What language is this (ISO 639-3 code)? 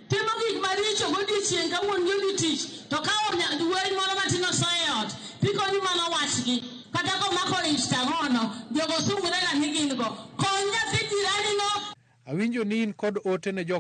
luo